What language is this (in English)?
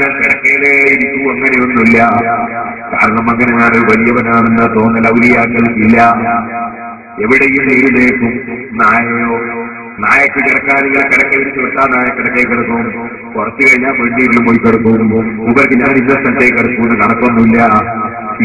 Malayalam